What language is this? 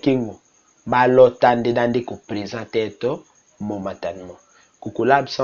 Tetela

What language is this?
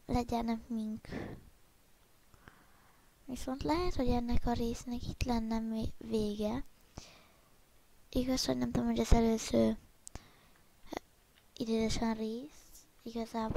Hungarian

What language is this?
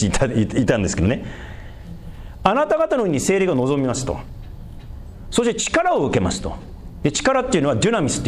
Japanese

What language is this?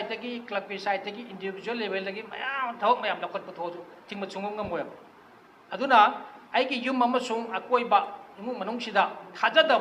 Manipuri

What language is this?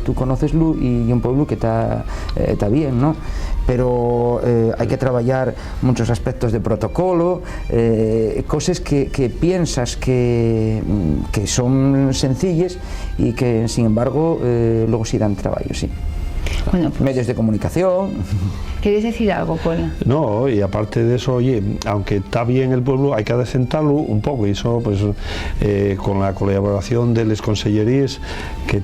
Asturian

